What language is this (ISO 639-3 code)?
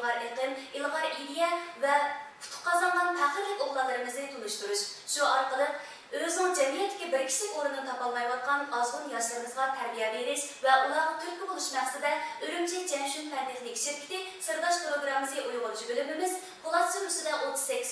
uig